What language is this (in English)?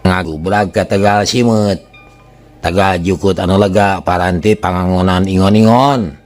Sundanese